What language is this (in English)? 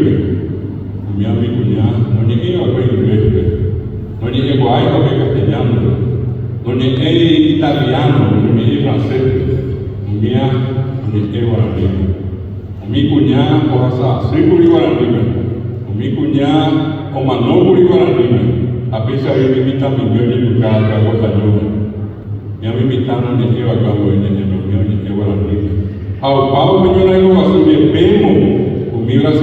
Guarani